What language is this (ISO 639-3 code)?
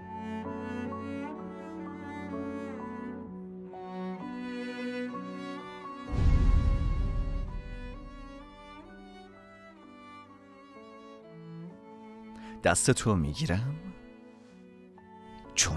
fas